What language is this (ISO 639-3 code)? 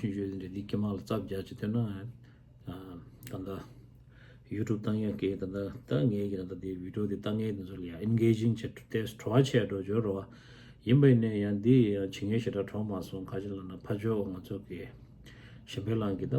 bod